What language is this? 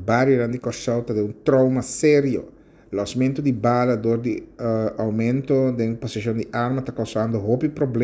Papiamento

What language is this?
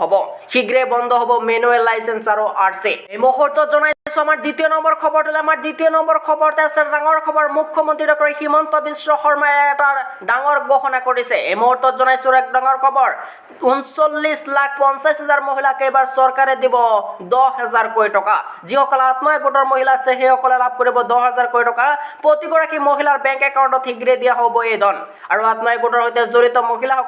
Assamese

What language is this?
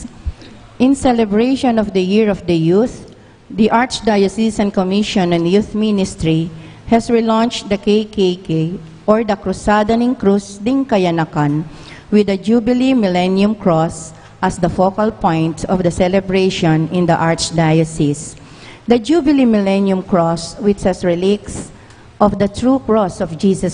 Pampanga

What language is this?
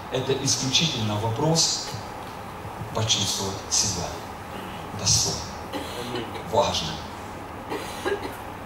Russian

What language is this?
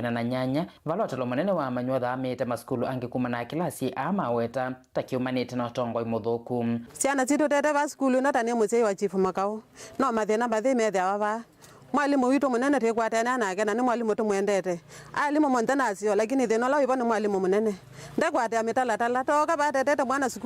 Kamba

